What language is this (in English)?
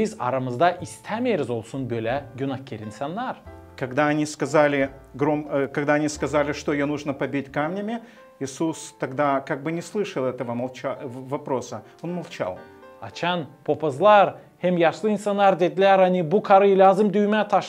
Gagauz